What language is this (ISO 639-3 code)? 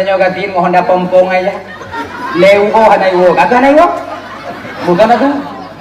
ace